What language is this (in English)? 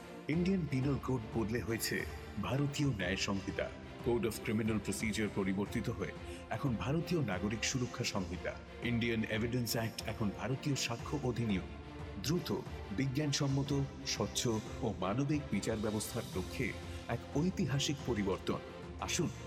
Bangla